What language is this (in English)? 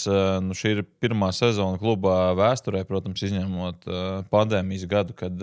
Latvian